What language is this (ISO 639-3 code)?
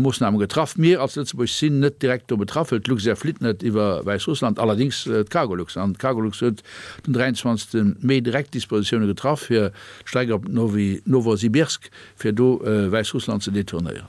ltz